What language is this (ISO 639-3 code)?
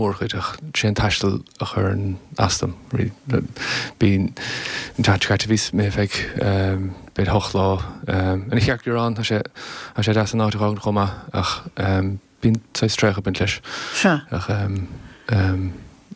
gle